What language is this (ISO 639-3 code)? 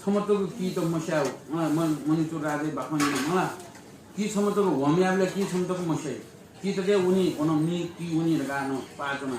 new